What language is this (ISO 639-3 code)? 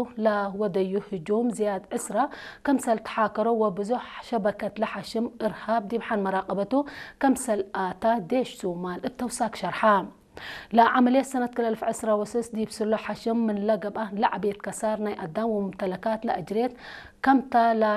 tir